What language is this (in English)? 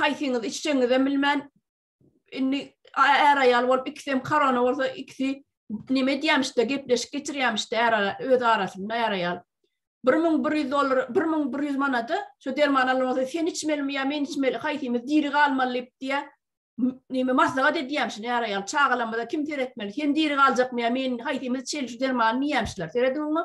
Turkmen